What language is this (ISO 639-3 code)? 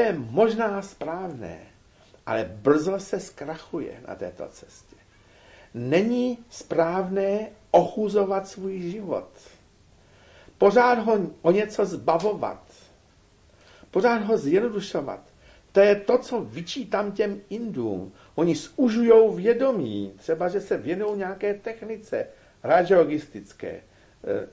ces